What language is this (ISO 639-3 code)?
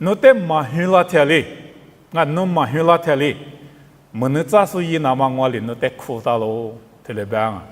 lis